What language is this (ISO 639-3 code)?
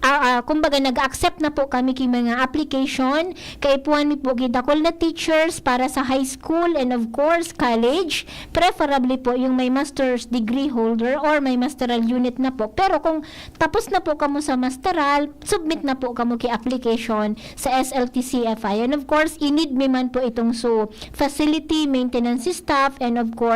bik